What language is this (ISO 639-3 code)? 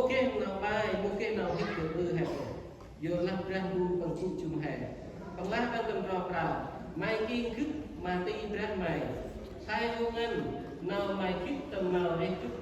cmo